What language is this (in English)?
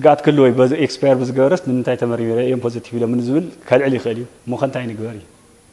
Tigrinya